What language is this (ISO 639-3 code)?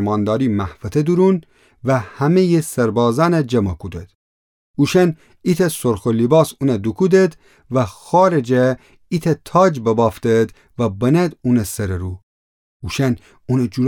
glk